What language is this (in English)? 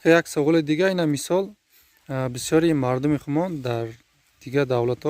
Tajik